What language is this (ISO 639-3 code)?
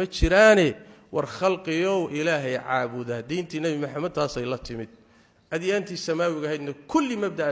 som